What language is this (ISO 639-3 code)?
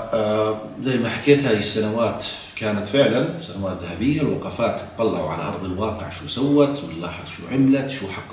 ajp